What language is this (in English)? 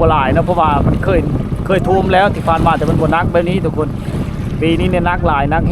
Lao